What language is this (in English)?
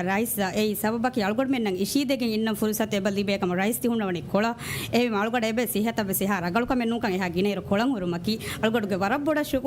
Divehi